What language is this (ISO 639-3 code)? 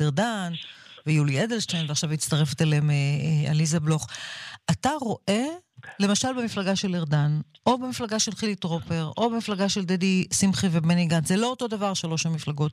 heb